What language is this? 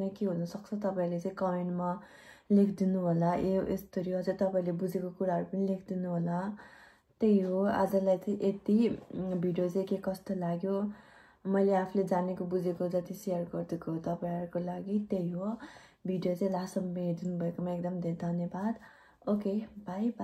Nepali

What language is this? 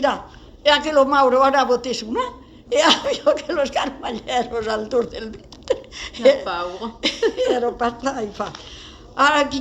Occitan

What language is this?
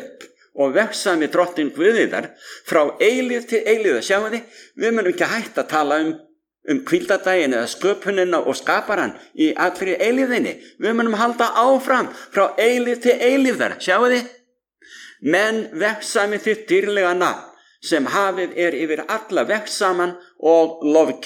Icelandic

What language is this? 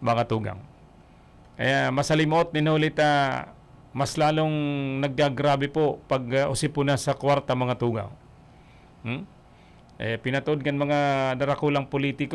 Bikol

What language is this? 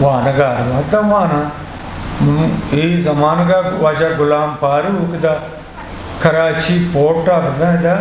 Eastern Balochi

